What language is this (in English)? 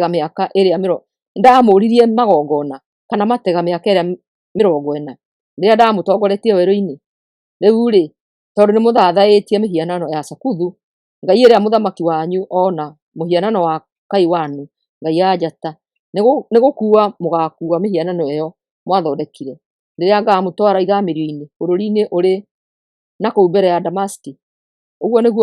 Kikuyu